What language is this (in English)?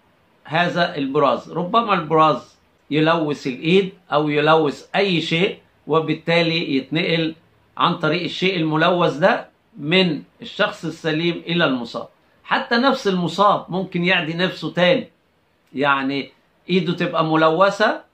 Egyptian Arabic